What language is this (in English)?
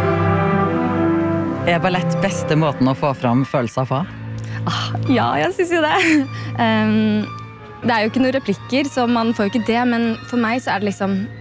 Norwegian